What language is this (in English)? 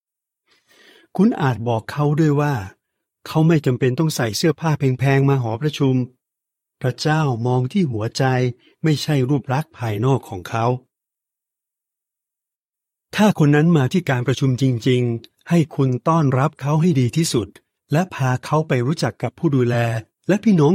Thai